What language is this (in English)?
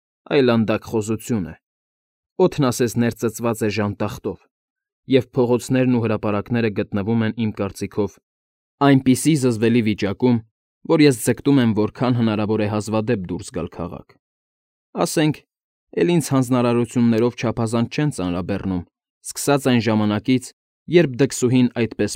Armenian